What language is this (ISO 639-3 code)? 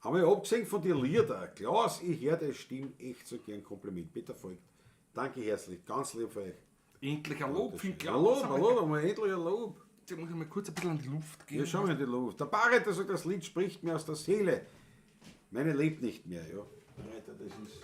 bar